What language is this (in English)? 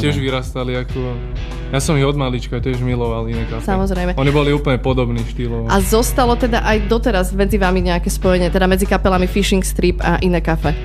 Slovak